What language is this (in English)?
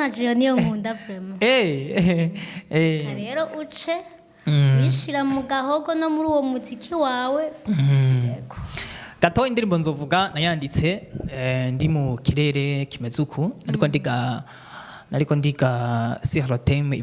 Rundi